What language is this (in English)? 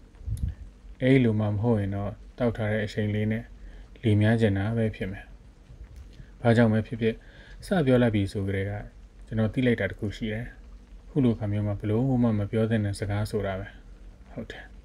Burmese